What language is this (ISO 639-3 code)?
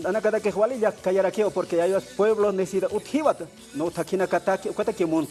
aym